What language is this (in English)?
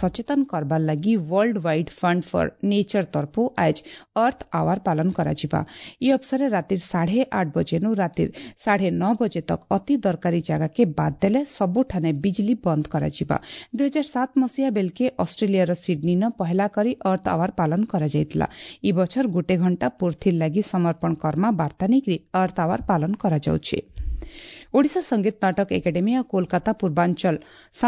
Odia